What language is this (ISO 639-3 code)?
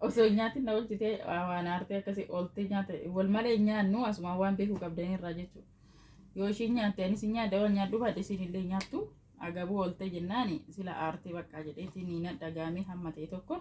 orm